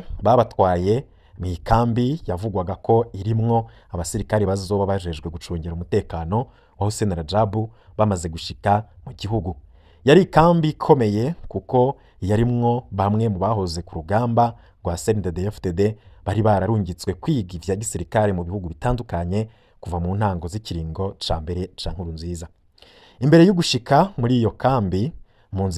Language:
Rundi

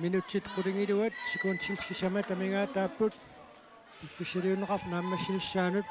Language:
Kalaallisut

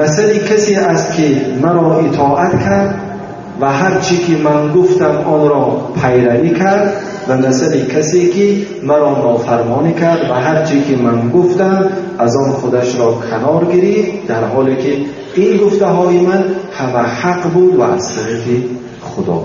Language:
Tajik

